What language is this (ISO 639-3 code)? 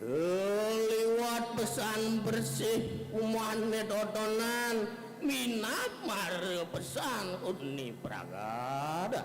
ban